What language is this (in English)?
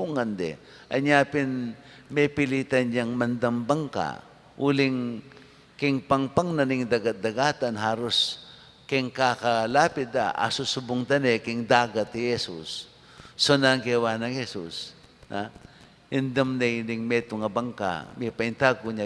Pampanga